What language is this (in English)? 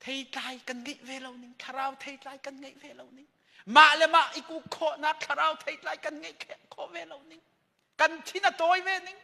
Hakha Chin